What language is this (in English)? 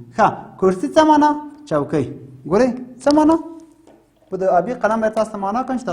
Pashto